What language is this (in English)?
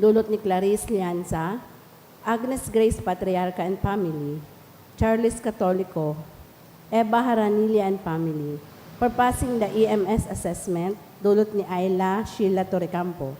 Bikol